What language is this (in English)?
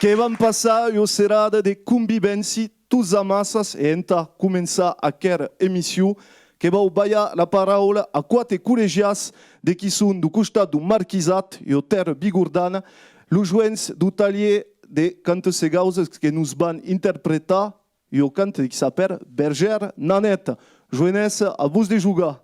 Occitan